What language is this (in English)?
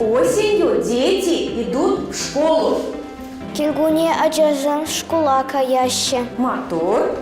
Chuvash